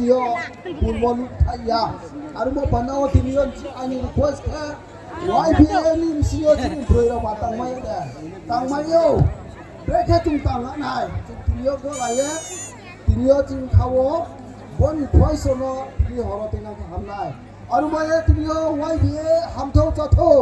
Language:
Riang (India)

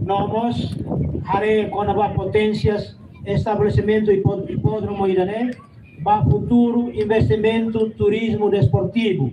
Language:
Tetum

